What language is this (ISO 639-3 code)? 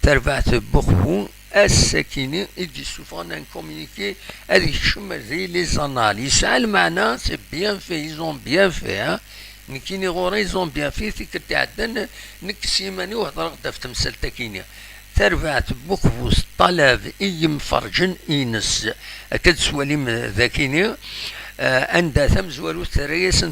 kab